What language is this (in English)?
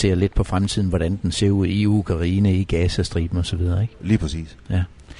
Danish